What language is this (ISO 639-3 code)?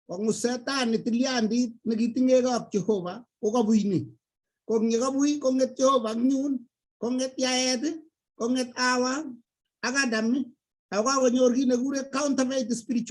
kln